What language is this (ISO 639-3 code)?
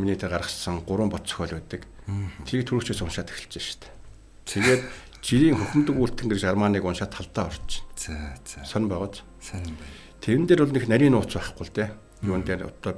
mon